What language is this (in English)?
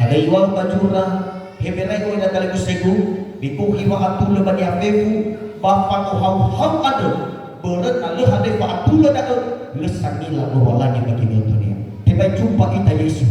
Nias